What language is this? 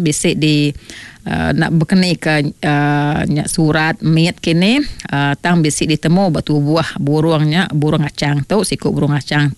Iban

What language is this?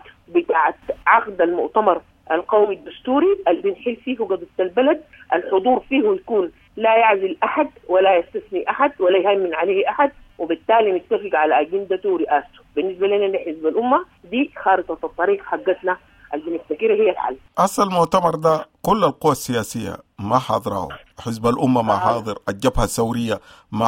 Sudanese Arabic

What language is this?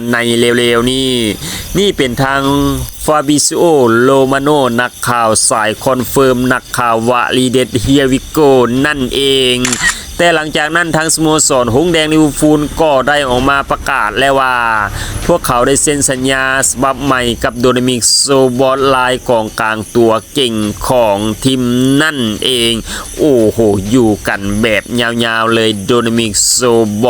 Lao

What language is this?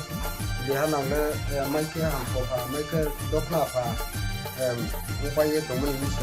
Riang (India)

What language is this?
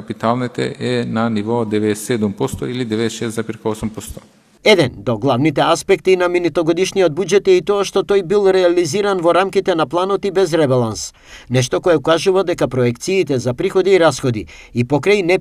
Macedonian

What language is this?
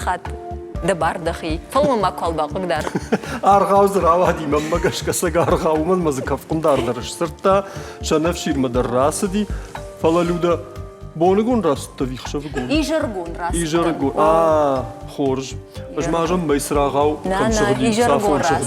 Ossetic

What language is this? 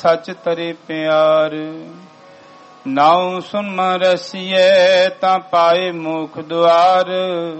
Punjabi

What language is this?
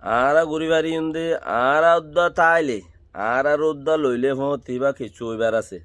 Rohingya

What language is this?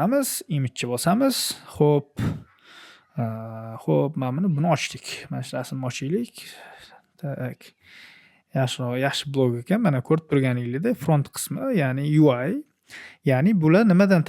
Uzbek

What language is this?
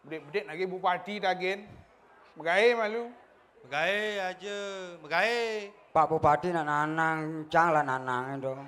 Balinese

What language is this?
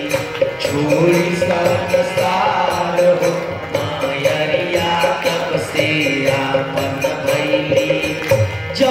Bhojpuri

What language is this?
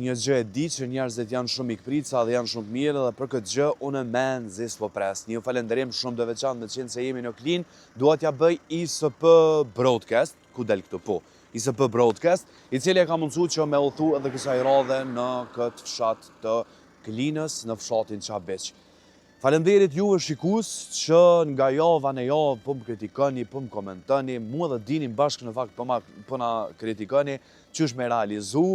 Albanian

